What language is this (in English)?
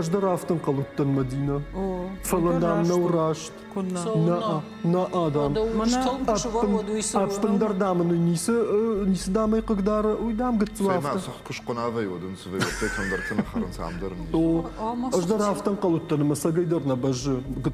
Ossetic